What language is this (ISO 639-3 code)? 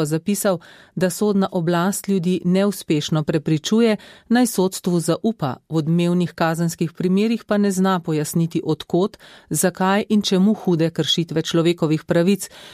slv